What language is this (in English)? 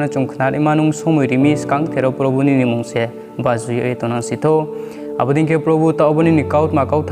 Riang (India)